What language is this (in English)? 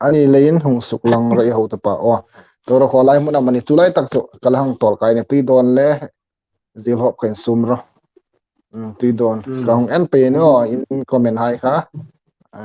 Hmar